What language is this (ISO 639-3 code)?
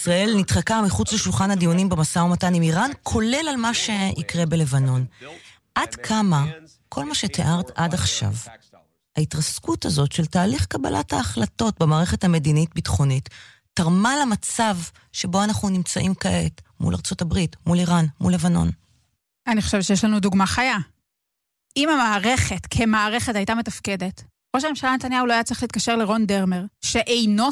heb